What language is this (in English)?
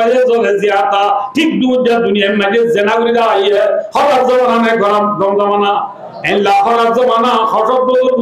Rohingya